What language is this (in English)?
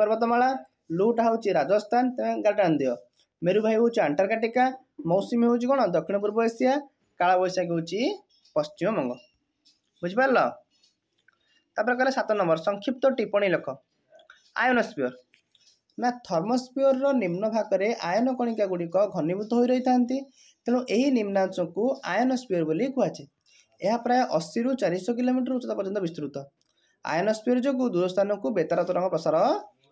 Odia